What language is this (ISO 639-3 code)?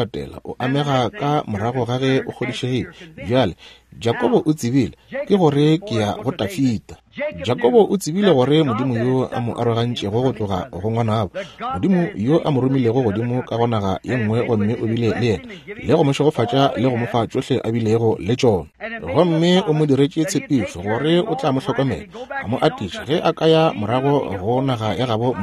nso